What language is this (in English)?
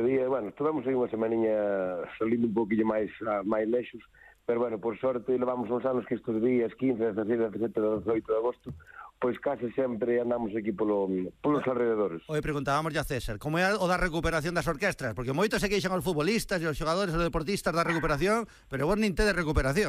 Galician